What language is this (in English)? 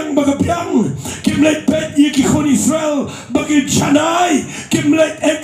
Khasi